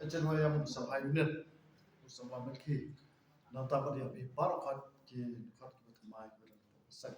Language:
Khasi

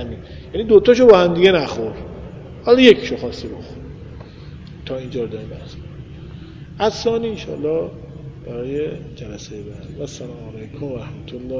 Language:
Persian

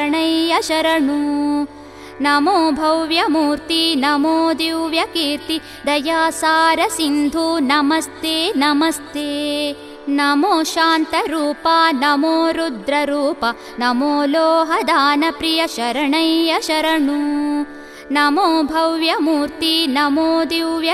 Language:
Kannada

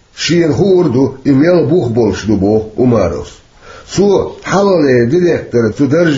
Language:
Chechen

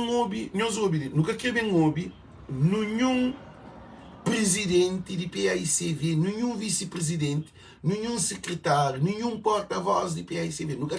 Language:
Kabuverdianu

